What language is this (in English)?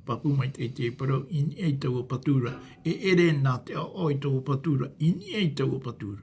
Tahitian